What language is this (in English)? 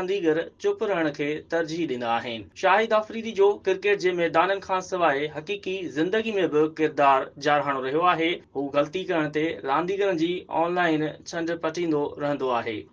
Sindhi